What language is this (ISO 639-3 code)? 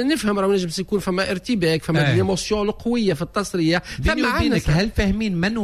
aeb